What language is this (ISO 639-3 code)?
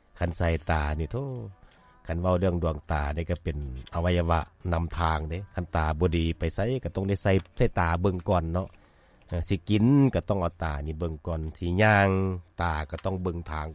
lao